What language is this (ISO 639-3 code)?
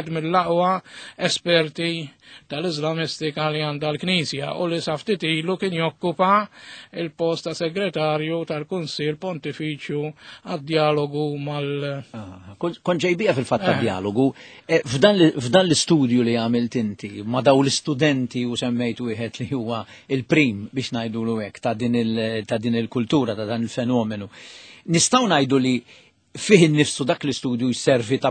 mlt